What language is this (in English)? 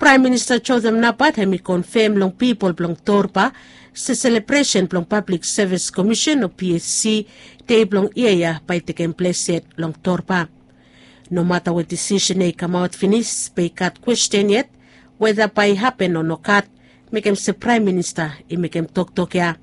Bislama